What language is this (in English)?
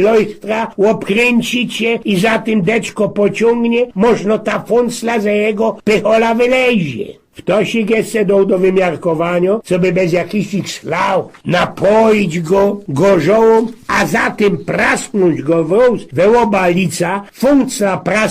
Silesian